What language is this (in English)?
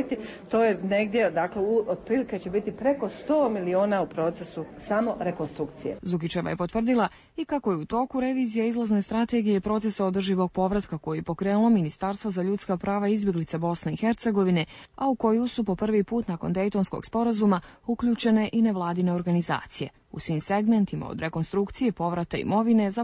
Bosnian